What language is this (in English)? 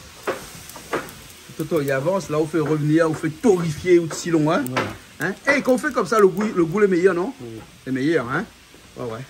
Réunion Creole French